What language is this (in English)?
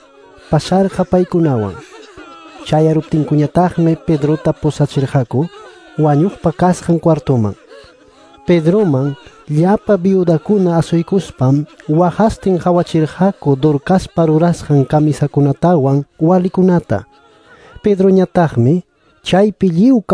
Quechua